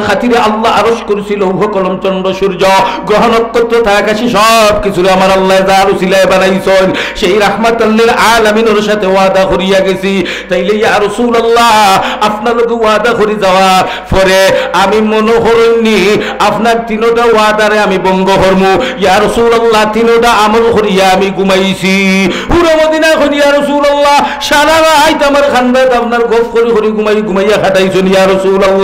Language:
Sylheti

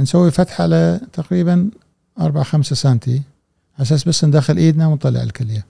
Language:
Gulf Arabic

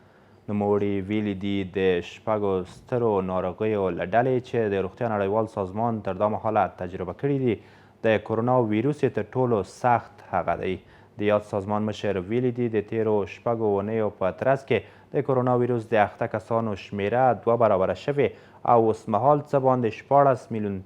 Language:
Pashto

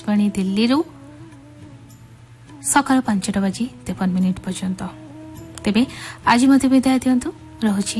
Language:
Odia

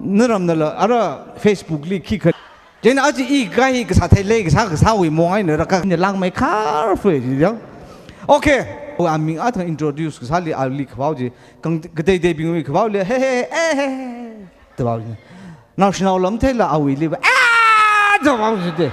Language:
Tangkhul Naga (India)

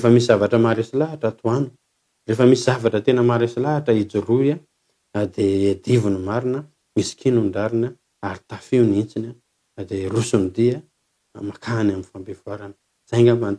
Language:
Malagasy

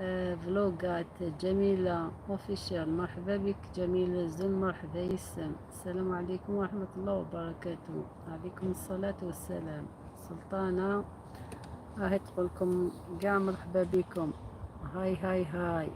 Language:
Algerian Arabic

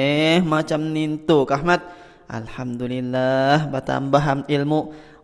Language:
Banjar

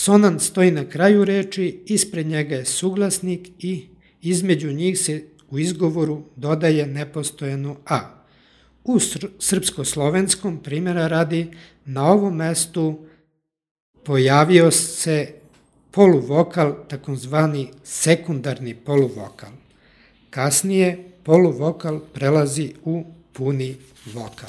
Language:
Serbian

